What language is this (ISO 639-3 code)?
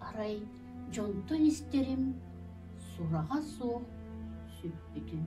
sah